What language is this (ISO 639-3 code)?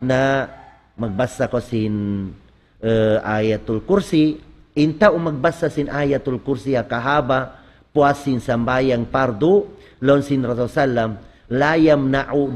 tsg